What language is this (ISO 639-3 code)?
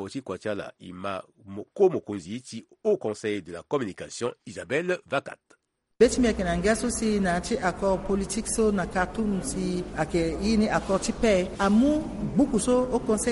sag